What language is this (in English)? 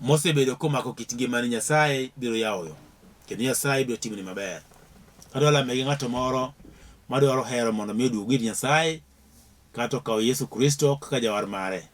Luo (Kenya and Tanzania)